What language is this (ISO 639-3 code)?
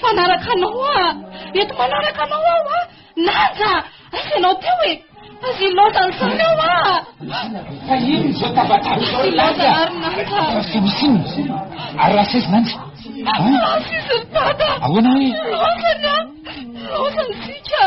mlg